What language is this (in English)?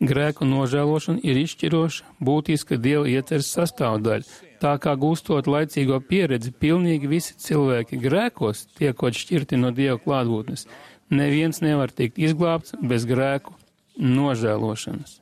Latvian